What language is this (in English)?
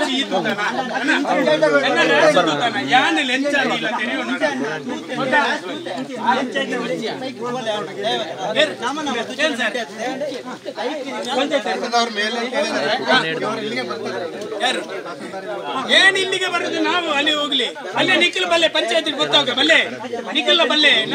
Kannada